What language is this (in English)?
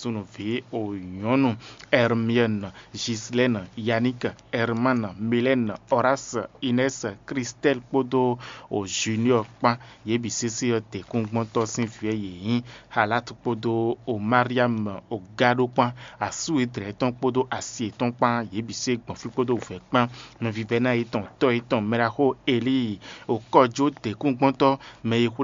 Fon